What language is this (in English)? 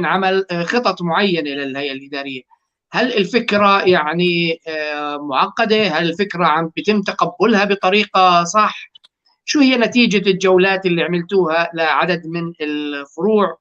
North Levantine Arabic